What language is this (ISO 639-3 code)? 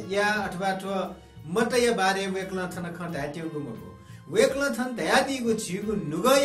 new